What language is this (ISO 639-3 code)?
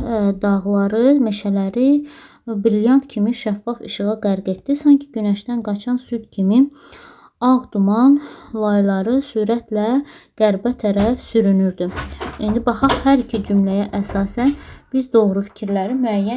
aze